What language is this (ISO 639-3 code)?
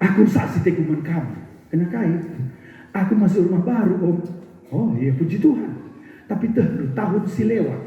btx